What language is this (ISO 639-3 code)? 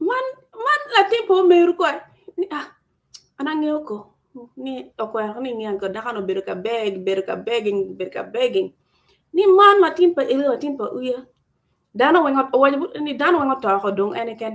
ach